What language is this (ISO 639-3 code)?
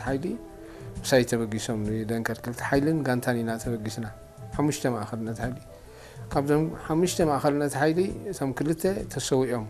tir